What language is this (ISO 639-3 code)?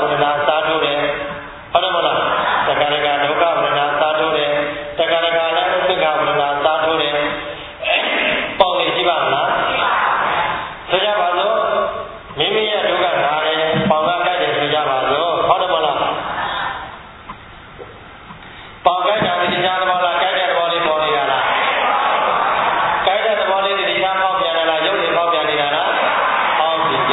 mya